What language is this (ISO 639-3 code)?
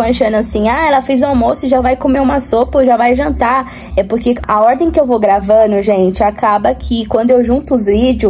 por